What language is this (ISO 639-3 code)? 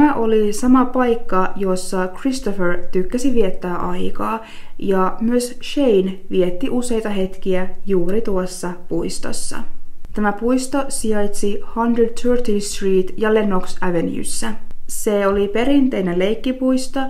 fin